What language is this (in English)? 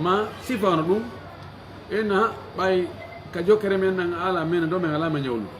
Pular